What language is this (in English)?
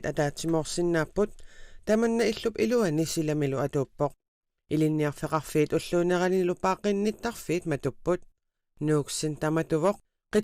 Kalaallisut